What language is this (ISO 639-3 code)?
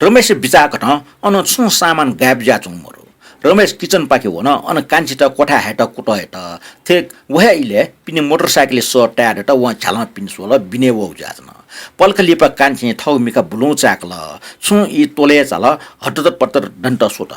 new